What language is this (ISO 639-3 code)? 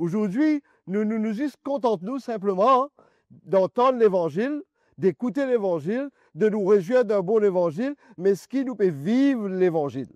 mfe